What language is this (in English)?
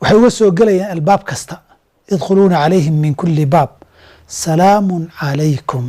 Somali